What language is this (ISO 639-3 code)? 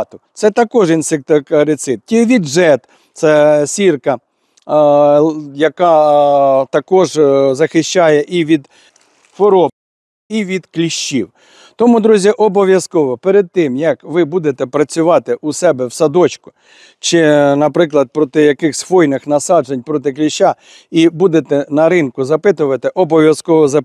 ukr